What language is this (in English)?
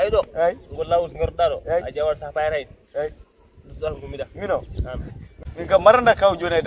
Fula